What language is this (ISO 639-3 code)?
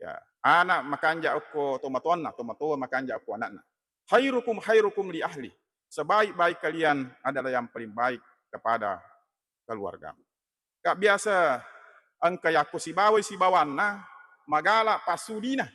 bug